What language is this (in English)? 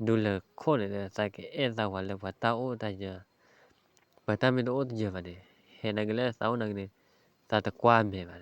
S'gaw Karen